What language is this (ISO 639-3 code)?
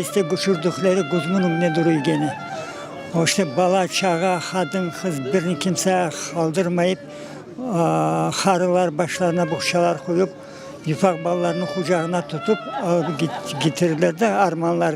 crh